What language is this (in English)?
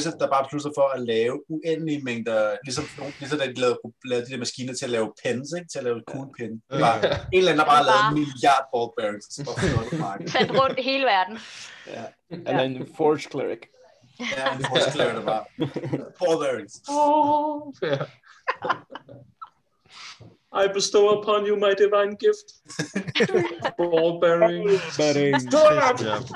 Danish